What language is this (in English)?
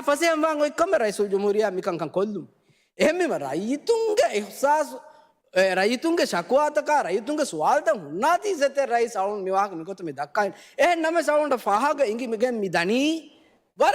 Divehi